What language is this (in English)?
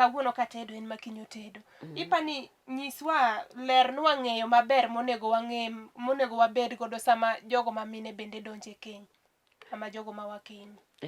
Luo (Kenya and Tanzania)